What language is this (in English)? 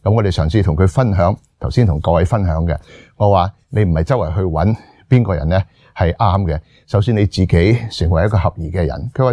Cantonese